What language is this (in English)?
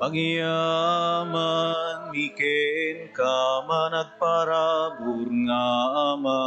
Iloko